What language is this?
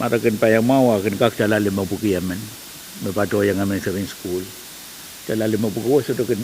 Pohnpeian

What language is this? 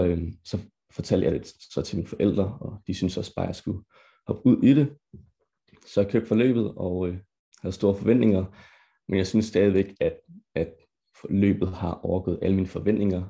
Danish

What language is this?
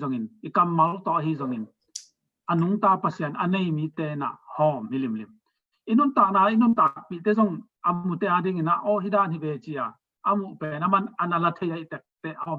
Tedim Chin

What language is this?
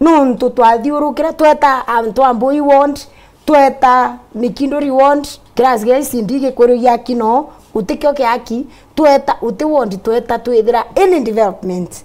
Meru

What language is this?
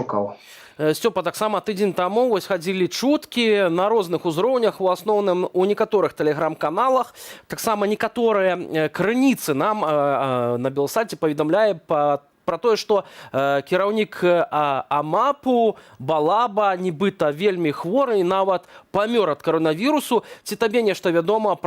Belarusian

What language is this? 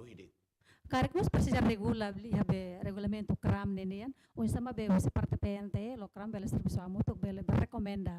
Tetum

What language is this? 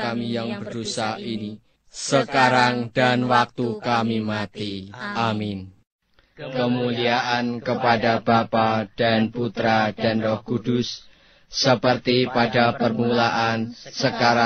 Indonesian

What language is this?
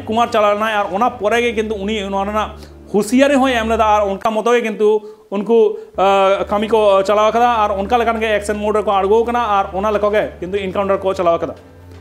Santali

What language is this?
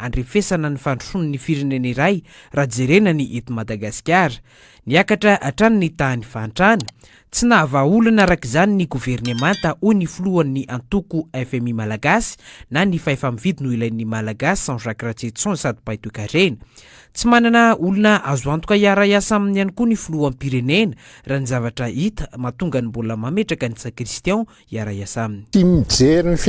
Malagasy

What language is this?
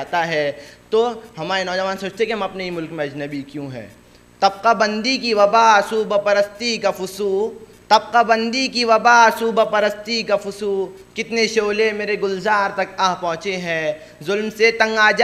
Urdu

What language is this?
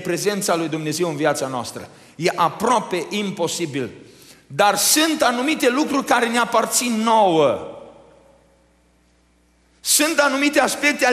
Romanian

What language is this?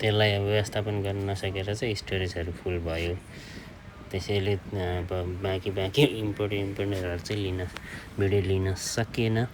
Nepali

